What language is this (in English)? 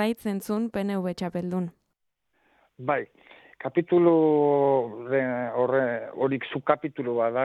Basque